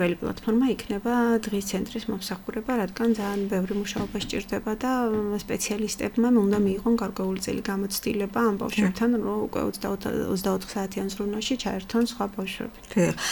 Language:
Georgian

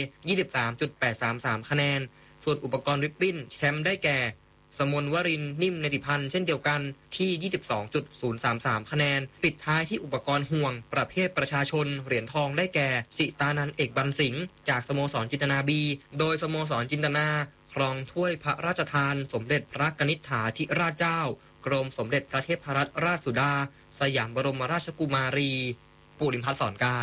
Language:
Thai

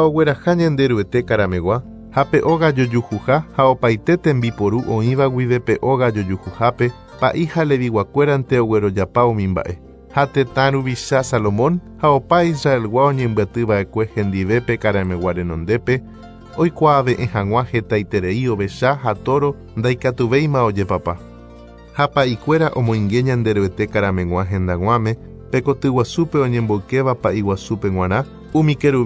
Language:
Guarani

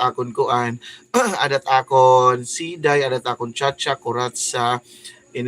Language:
Waray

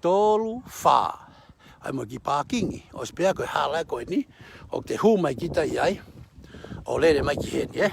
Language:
Tongan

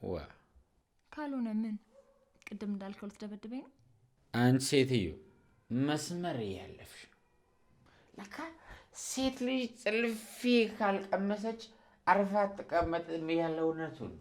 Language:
Amharic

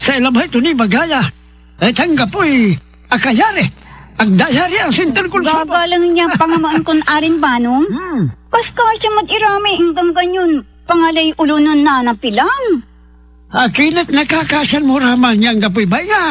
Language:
Pangasinan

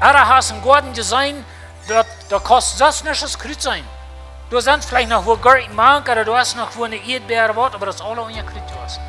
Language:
Plautdietsch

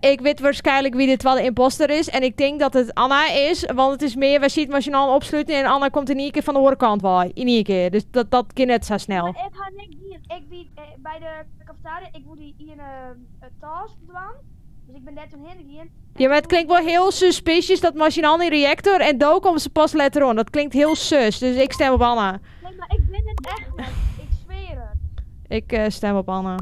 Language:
Western Frisian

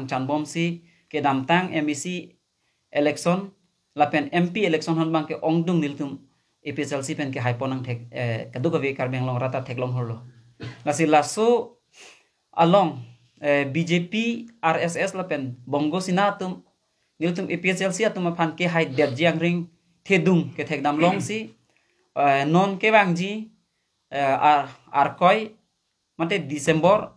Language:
Karbi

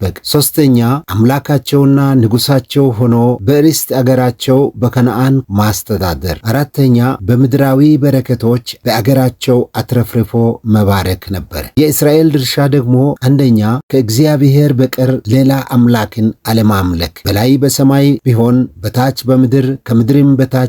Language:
Amharic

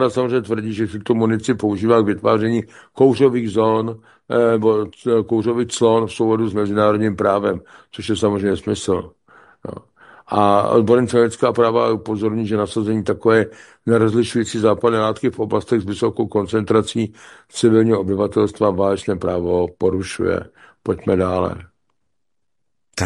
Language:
Czech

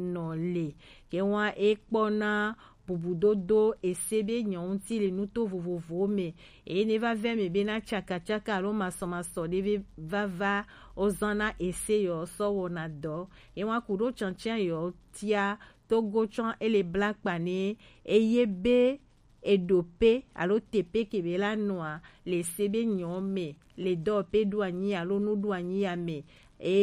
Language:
Gen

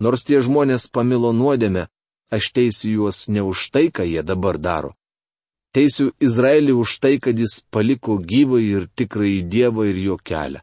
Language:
Lithuanian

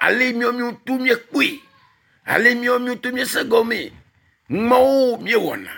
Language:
Ewe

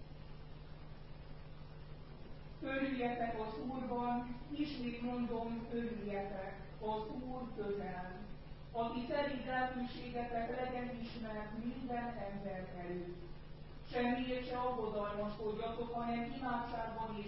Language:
Hungarian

